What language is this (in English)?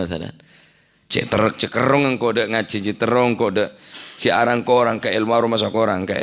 Madurese